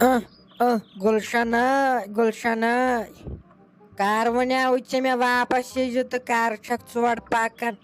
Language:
Kashmiri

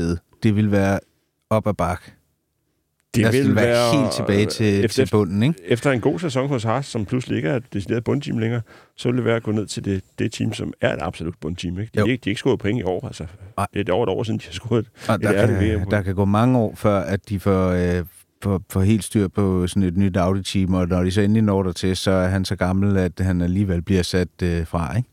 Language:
Danish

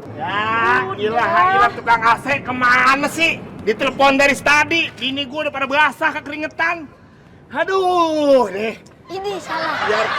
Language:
Betawi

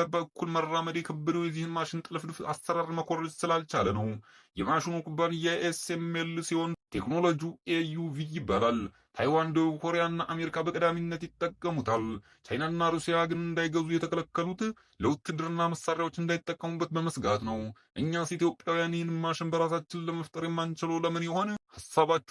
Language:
Amharic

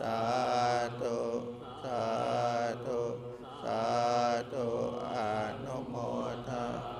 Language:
Pali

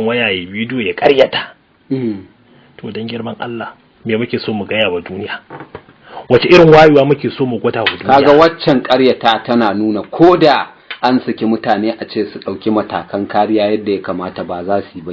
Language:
Hausa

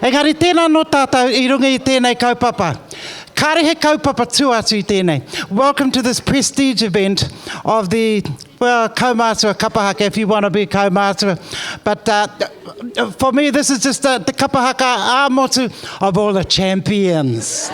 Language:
Māori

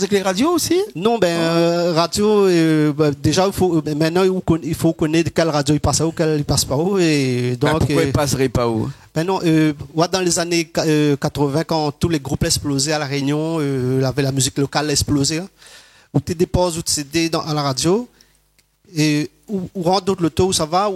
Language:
Réunion Creole French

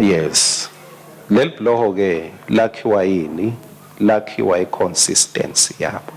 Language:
Swati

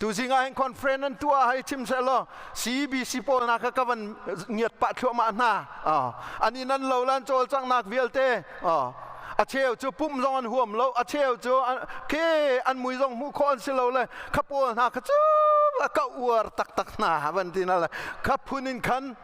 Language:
Hakha Chin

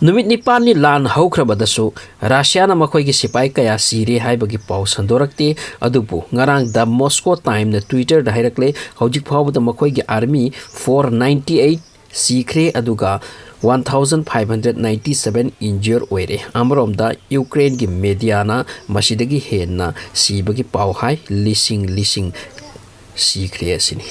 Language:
Manipuri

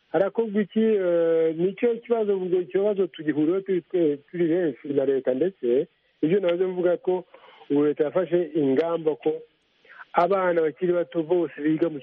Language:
Kinyarwanda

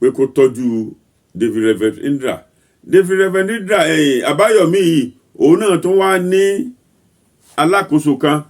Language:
Yoruba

